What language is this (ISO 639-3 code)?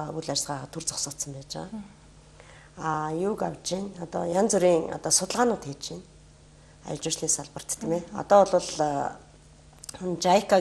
mon